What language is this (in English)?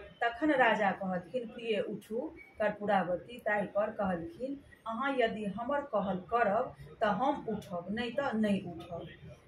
Maithili